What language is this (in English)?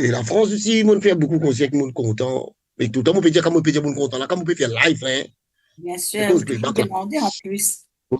Morisyen